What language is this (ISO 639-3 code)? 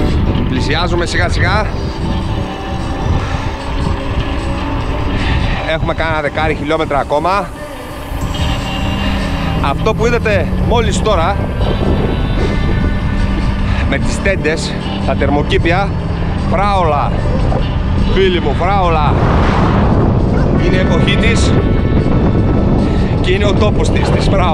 ell